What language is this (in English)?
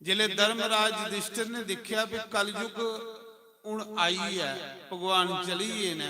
Dogri